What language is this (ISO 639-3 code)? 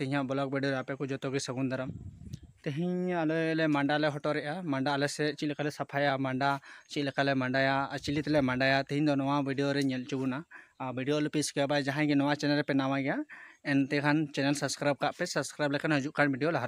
sat